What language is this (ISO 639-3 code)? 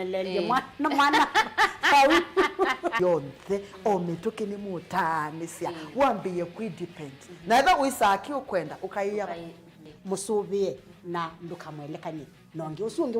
kam